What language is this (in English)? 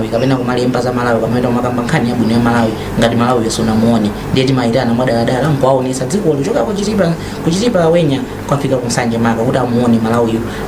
Nyanja